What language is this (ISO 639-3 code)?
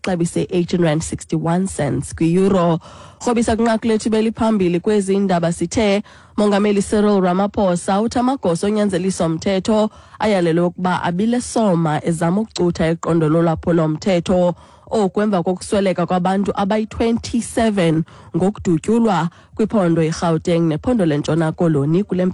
xho